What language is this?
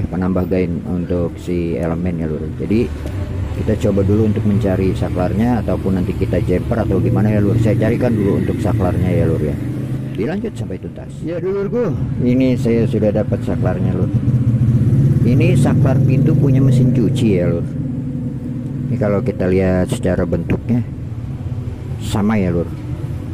Indonesian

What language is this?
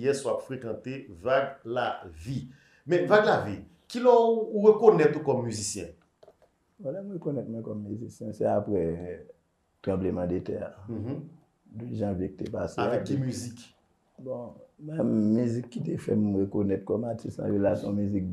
Haitian Creole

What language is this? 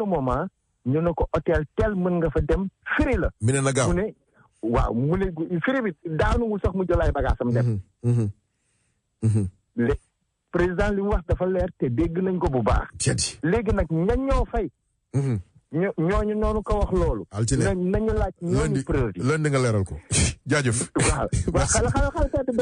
Wolof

